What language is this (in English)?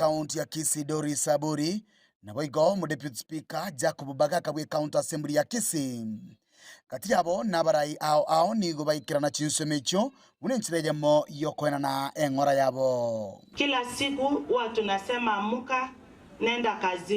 Gusii